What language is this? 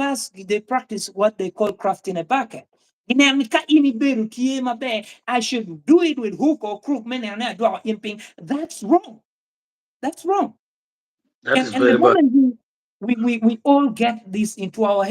Acoli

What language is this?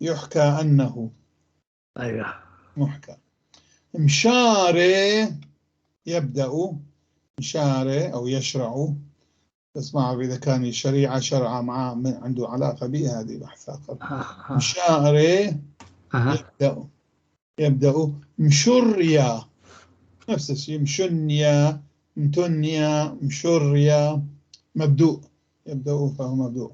North Levantine Arabic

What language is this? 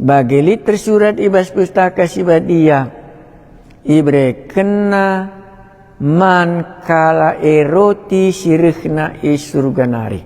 Batak Karo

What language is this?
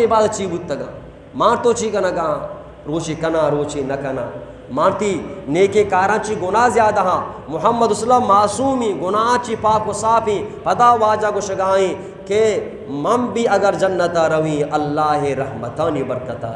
Eastern Balochi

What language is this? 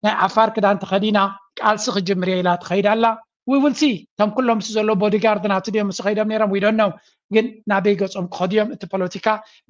Tigrinya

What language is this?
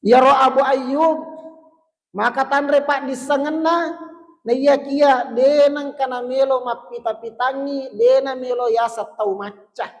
Buginese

